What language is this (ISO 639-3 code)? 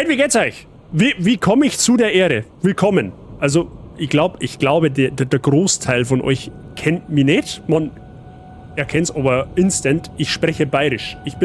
bar